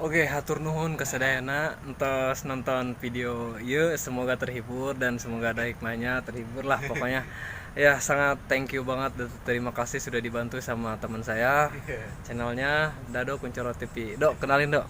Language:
Sundanese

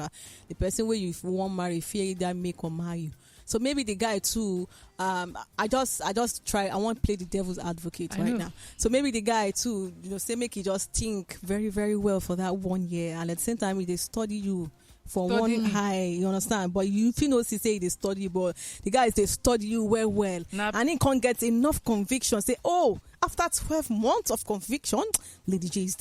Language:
Nigerian Pidgin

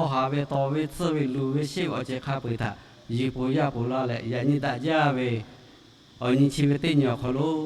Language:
Lahu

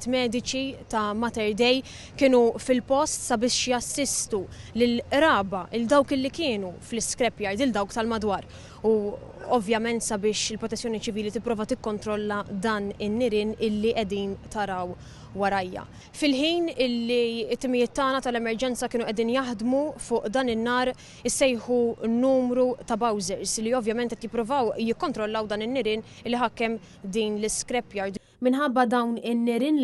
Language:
Maltese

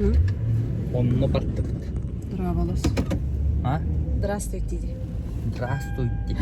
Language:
Yakut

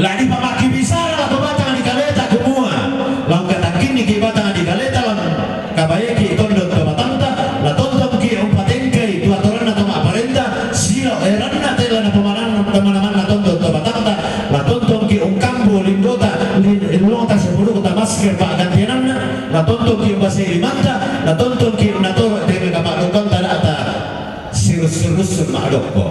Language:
Toraja-Sa'dan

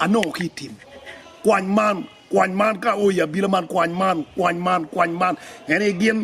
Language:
Acoli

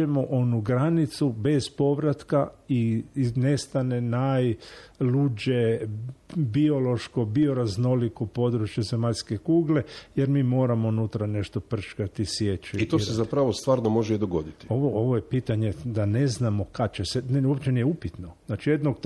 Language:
Croatian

